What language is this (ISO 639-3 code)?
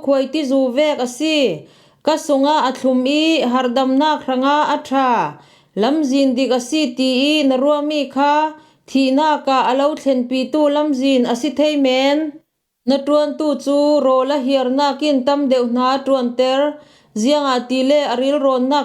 cfm